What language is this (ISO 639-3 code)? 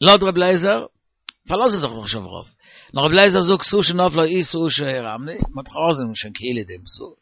yid